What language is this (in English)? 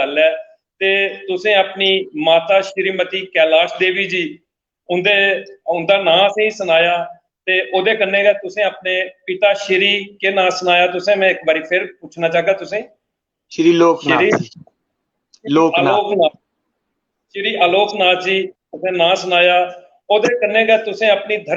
Dogri